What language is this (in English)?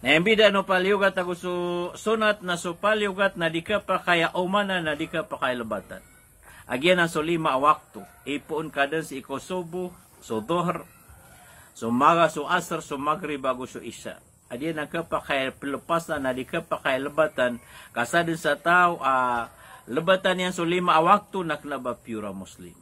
Maranao